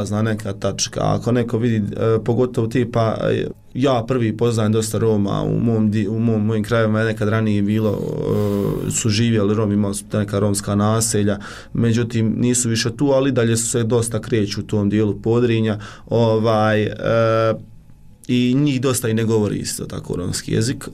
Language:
Bosnian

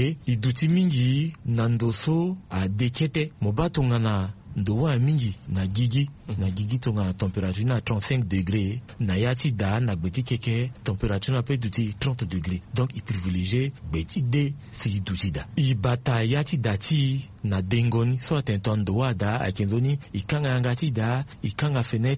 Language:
Sango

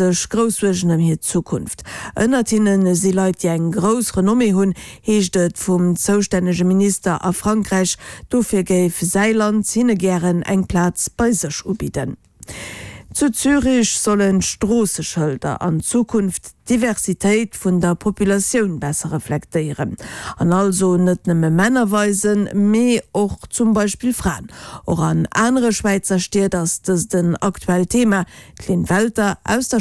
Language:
Luxembourgish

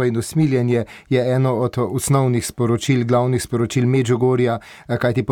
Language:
Slovenian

